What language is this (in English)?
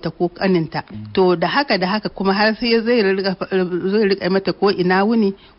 Hausa